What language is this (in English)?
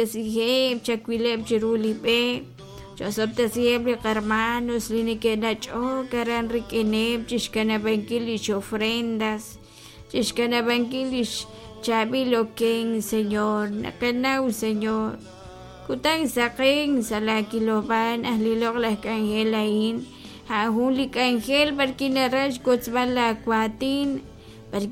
Kekchí